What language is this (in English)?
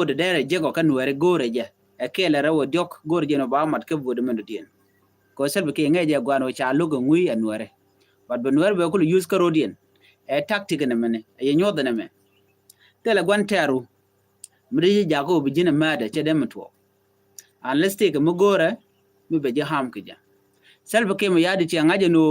Nuer